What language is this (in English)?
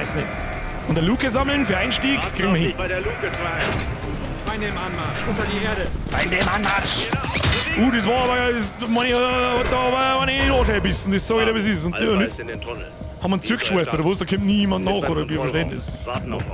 Bavarian